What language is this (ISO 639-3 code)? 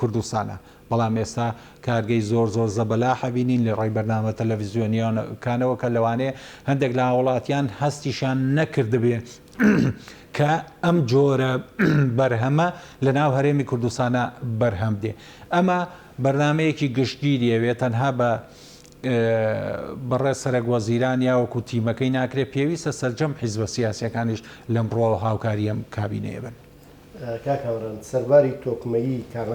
ckb